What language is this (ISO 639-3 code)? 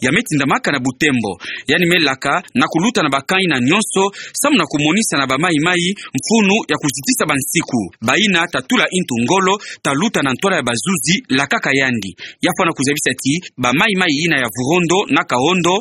ktu